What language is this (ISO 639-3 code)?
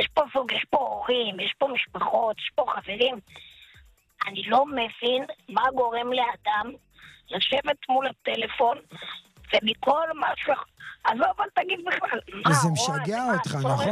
heb